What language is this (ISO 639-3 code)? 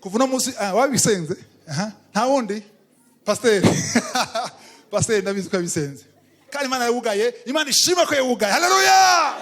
run